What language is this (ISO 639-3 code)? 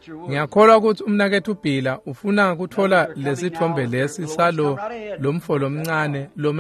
ssw